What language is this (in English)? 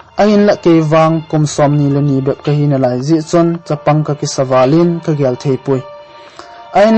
Thado Chin